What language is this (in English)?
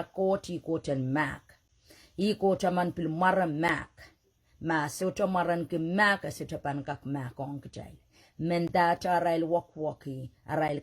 Pohnpeian